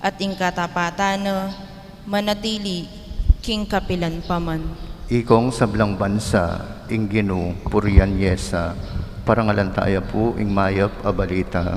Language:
Pampanga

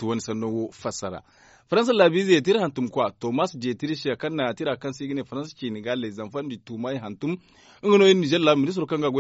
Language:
Zarma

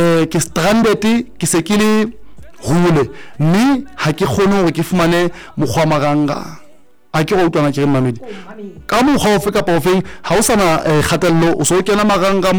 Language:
Southern Sotho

